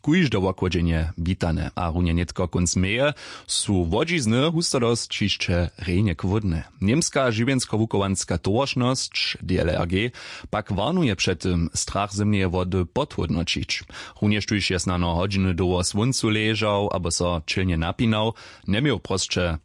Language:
Upper Sorbian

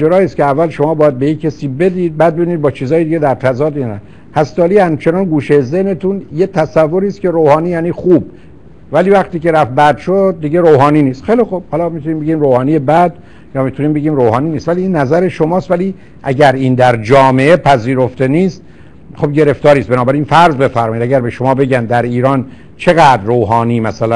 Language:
Persian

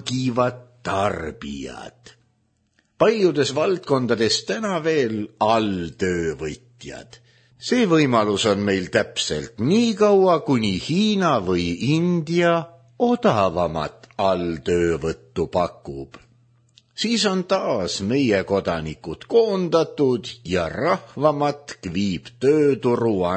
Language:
Estonian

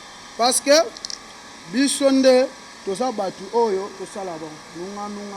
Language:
Lingala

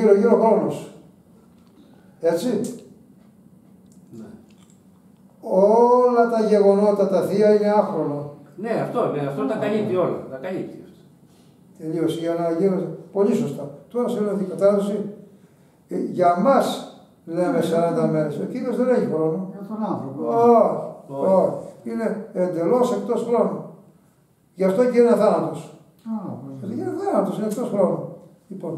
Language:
Greek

